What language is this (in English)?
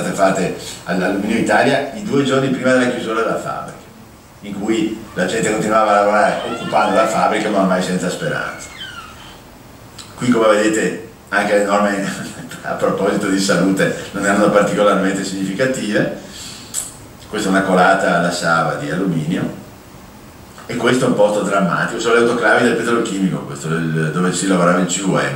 Italian